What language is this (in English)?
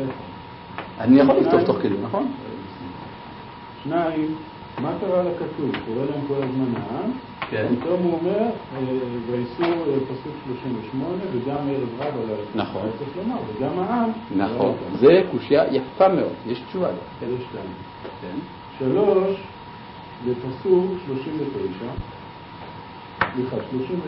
Hebrew